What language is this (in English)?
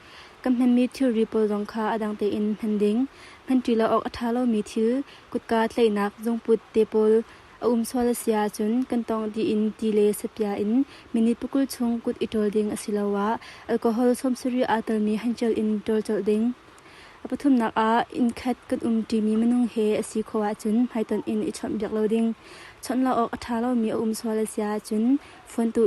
Hakha Chin